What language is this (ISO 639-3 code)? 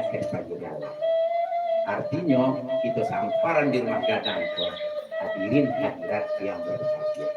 min